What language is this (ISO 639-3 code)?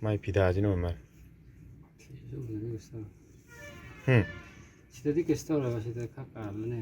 mni